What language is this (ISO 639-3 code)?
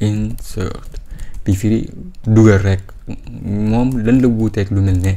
wol